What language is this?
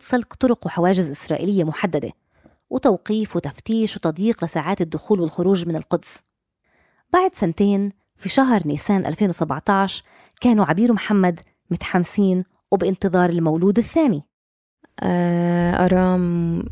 North Levantine Arabic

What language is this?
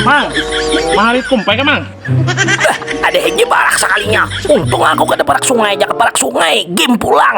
Banjar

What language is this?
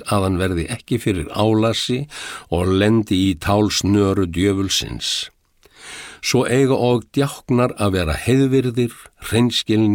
Icelandic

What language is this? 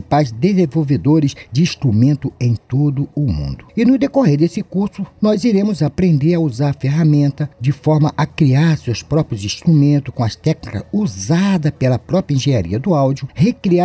Portuguese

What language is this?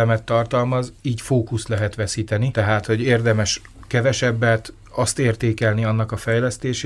Hungarian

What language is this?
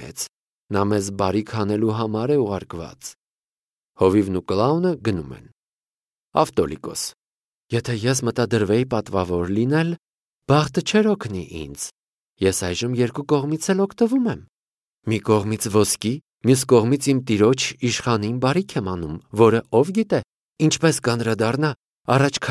Armenian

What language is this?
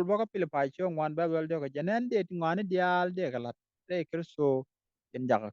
Nuer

